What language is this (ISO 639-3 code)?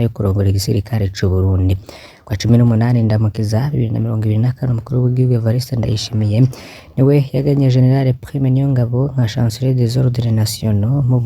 run